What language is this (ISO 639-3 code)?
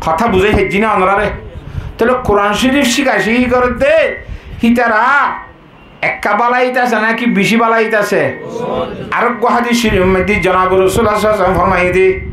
rhg